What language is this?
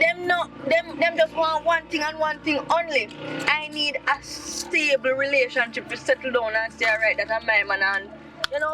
Jamaican Creole English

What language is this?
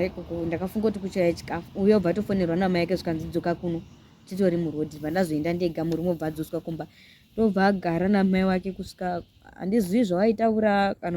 Shona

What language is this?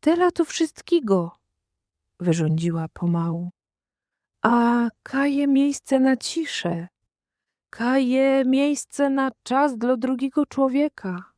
Silesian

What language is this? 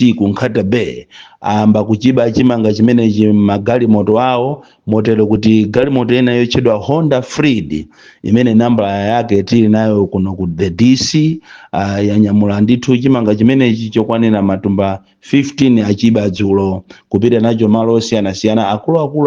Nyanja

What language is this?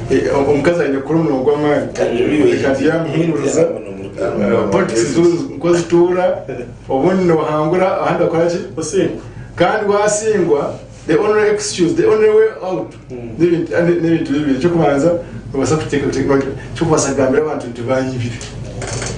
Nyankole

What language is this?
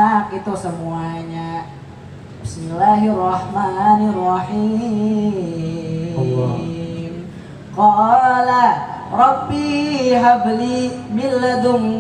Banjar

